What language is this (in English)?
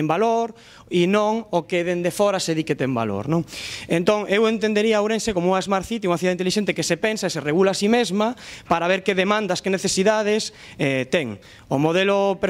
Galician